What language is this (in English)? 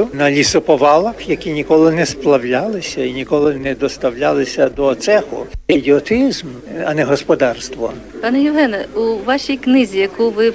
Ukrainian